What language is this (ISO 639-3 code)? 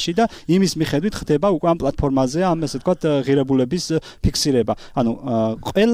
kat